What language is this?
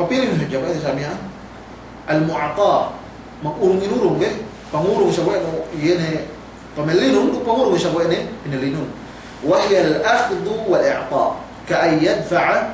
Yakan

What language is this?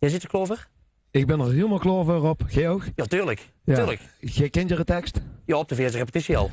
Limburgish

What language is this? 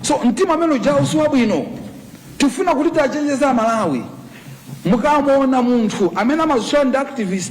Nyanja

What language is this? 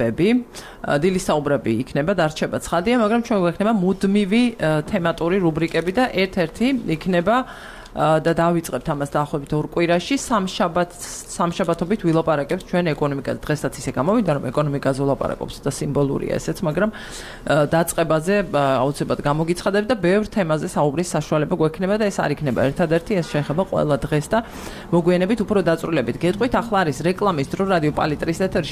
Georgian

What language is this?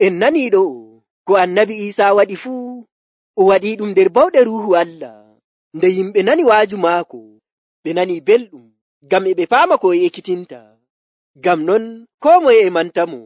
Nigerian Fulfulde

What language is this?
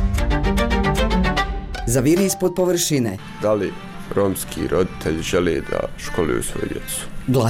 Bosnian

